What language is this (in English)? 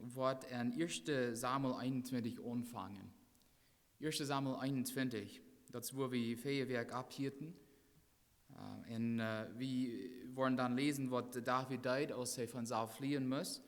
Plautdietsch